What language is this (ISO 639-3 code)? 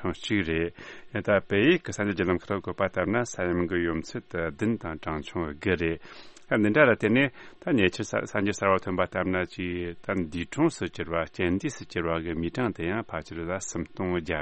bod